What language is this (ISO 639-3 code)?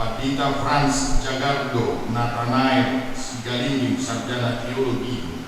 bbc